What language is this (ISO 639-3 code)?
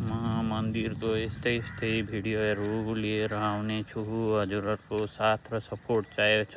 nep